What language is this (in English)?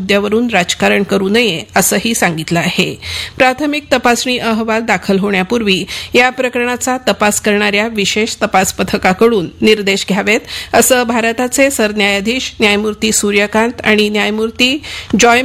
Marathi